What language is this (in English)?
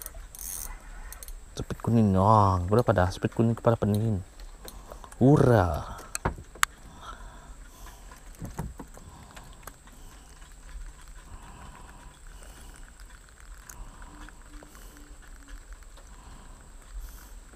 Malay